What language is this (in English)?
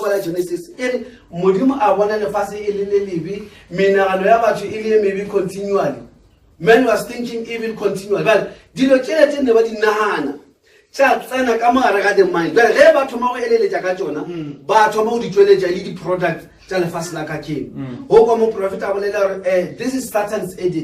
Northern Sotho